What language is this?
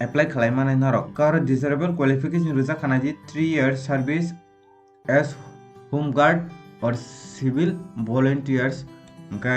Kok Borok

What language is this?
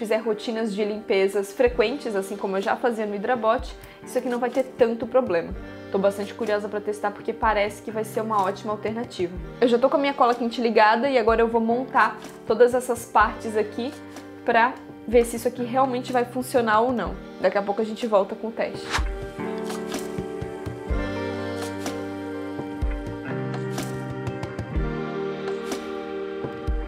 Portuguese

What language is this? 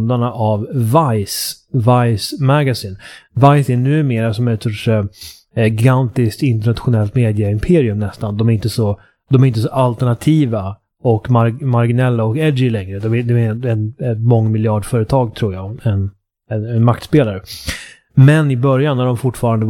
Swedish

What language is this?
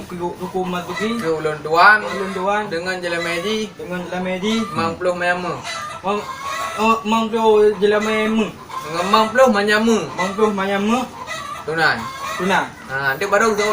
Achinese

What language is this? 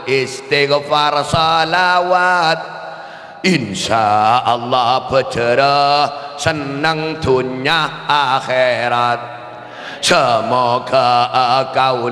Madurese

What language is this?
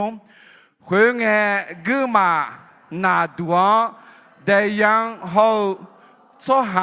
Akha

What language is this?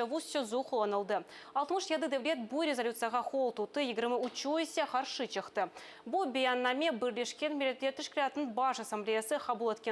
Crimean Tatar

